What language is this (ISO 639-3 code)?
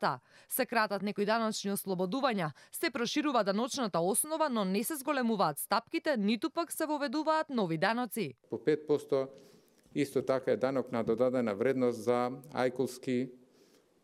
mkd